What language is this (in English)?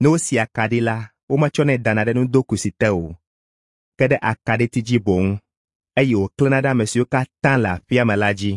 Ewe